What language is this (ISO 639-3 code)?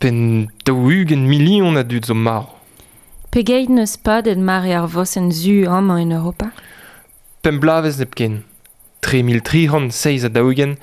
bre